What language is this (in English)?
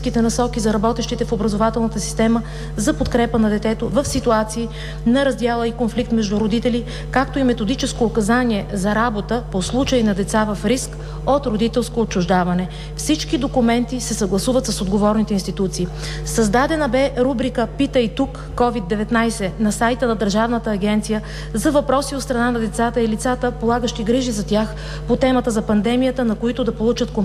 Bulgarian